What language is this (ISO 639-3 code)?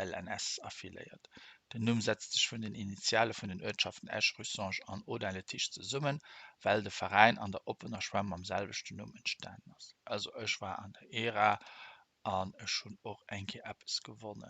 ltz